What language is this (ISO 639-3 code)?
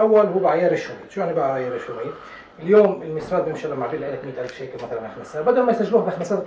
apc